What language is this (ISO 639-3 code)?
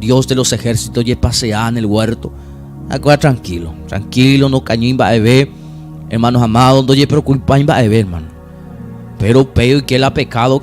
grn